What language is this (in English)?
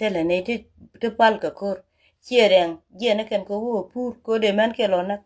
Nuer